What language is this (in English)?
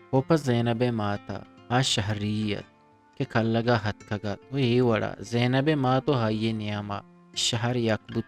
Eastern Balochi